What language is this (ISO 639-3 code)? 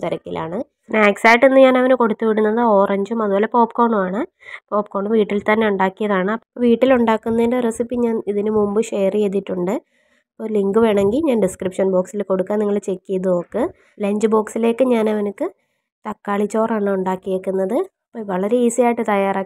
mal